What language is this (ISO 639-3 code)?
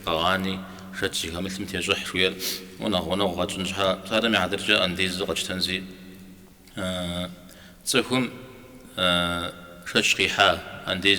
kbd